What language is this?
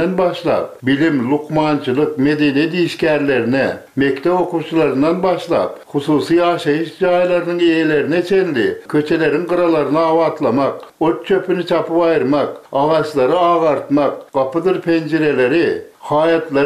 Turkmen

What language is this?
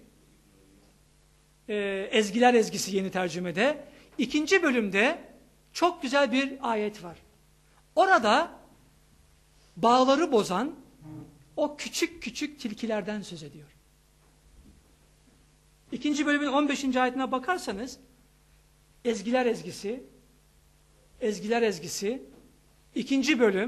Turkish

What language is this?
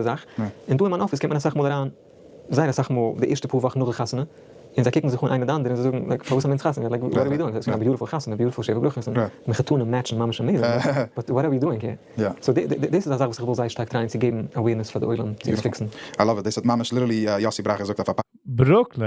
Yiddish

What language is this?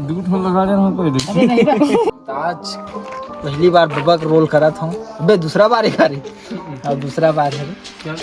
Chhattisgarhi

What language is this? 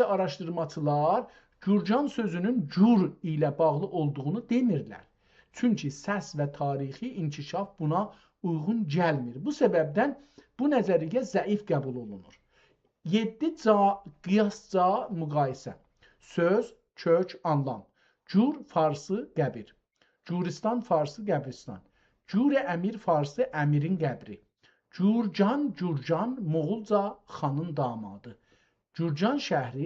South Azerbaijani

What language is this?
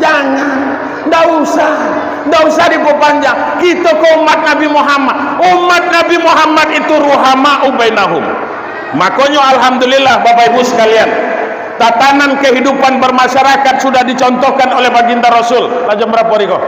Minangkabau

